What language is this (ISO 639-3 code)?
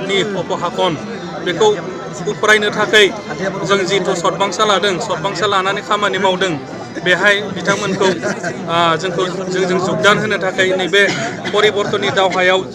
brx